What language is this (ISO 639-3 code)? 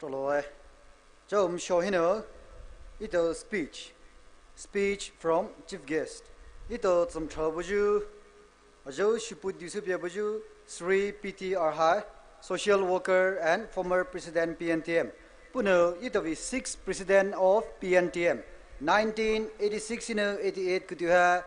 pmx